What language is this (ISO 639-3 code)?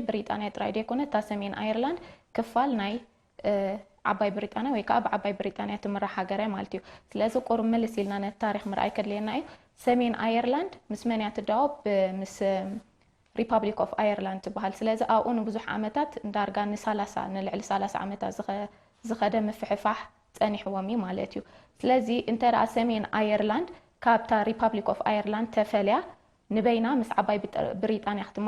tir